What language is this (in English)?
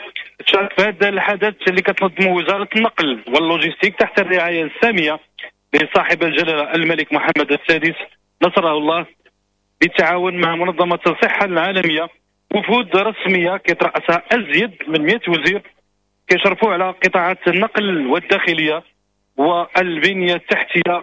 Moroccan Arabic